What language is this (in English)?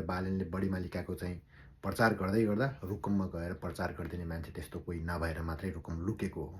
Nepali